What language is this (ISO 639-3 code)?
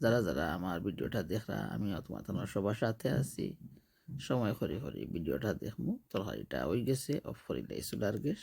syl